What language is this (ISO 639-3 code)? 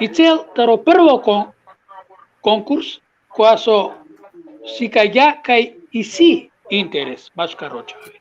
rmn